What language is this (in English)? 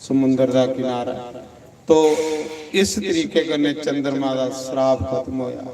Dogri